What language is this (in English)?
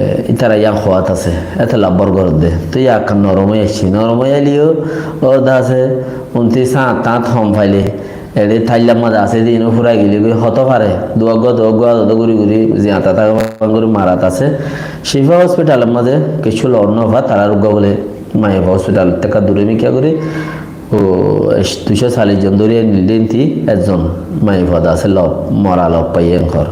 Rohingya